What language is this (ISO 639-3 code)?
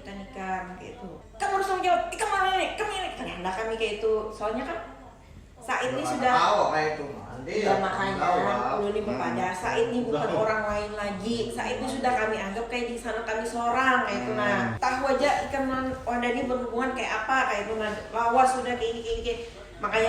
bjn